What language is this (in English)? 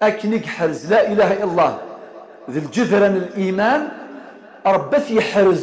Kabyle